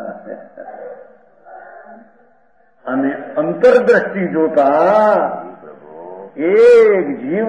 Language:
Gujarati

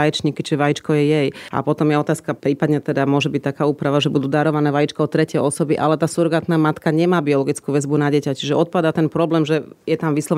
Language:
Slovak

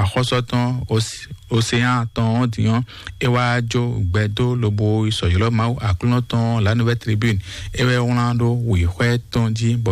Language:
Fon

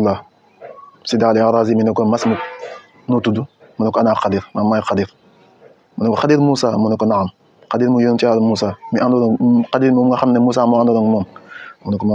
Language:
Wolof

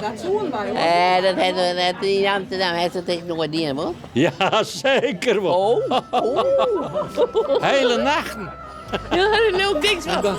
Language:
Western Frisian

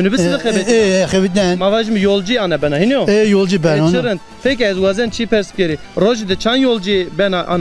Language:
Zaza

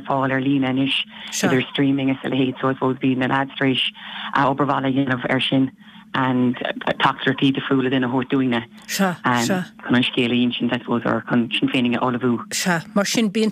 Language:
Irish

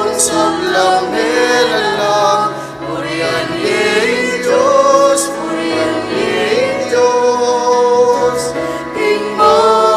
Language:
Pampanga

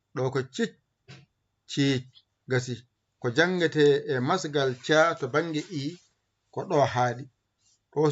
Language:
Fula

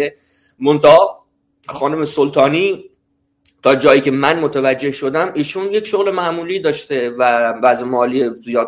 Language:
Persian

